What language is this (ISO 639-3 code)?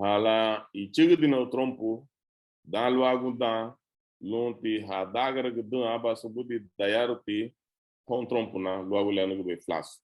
cab